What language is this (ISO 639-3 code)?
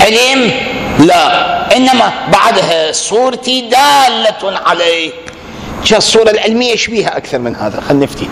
acm